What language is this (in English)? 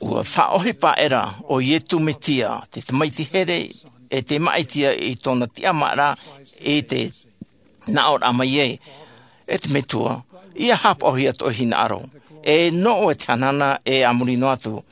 Tahitian